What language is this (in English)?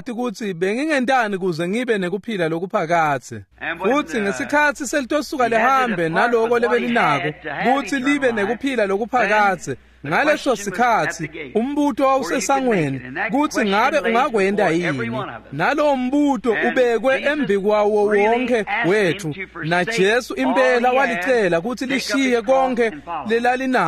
Swati